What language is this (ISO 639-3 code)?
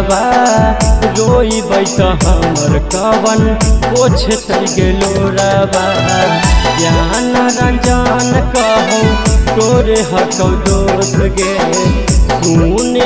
mag